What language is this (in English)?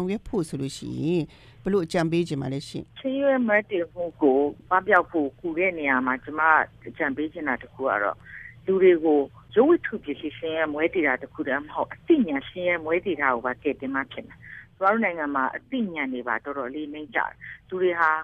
Burmese